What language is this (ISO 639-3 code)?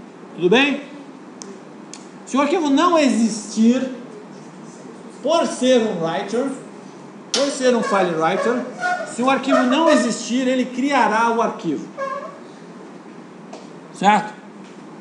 por